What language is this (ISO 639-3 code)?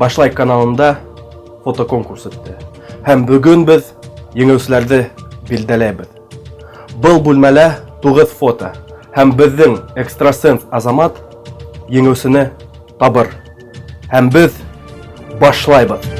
bak